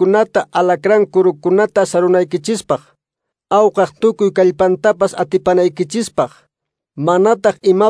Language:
Quechua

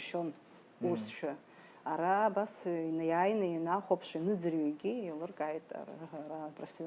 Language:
Abkhazian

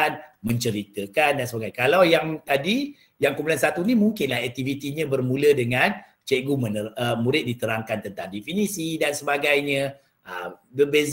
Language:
Malay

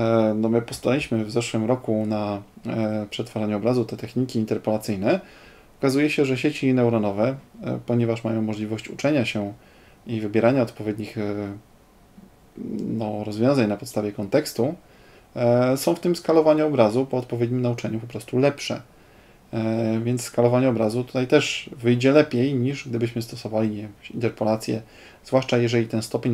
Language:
Polish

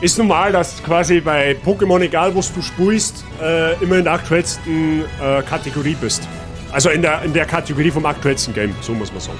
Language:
Bavarian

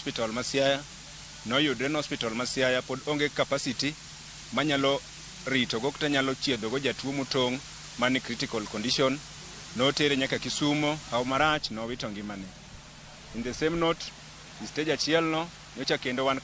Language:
Luo (Kenya and Tanzania)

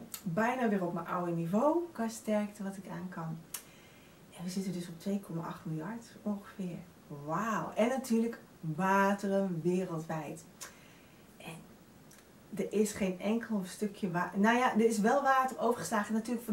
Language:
Dutch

